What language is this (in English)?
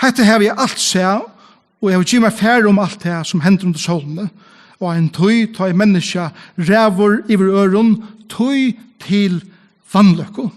Faroese